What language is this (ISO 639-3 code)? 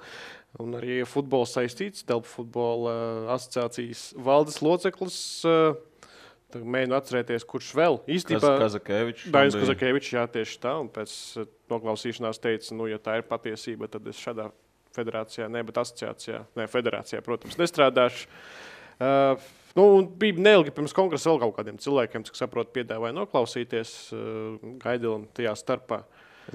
lav